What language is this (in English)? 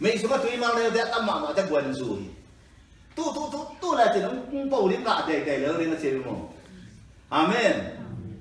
Tedim Chin